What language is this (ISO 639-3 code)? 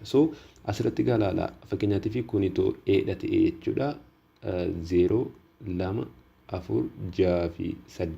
orm